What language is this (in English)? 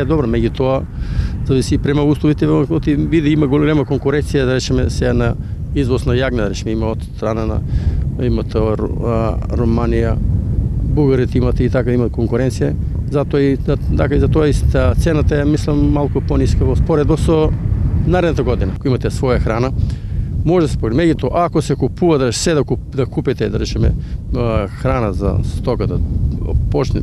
Macedonian